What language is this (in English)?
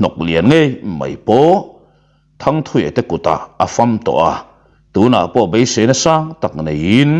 Mizo